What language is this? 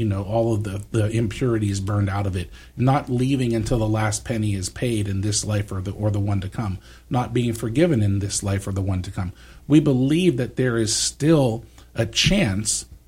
English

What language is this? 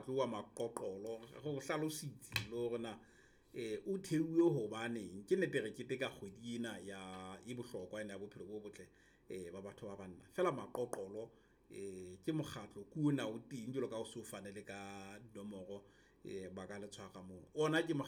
Southern Sotho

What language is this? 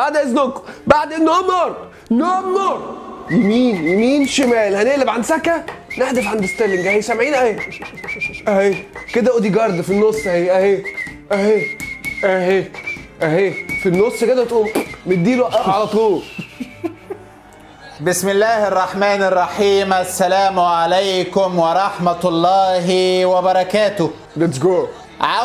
Egyptian Arabic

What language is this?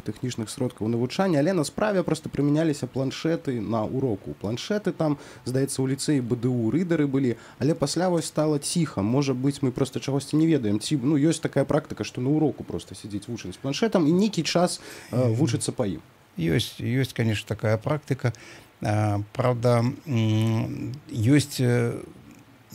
Belarusian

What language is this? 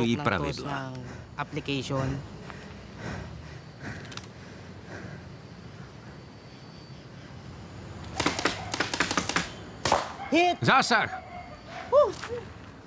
Czech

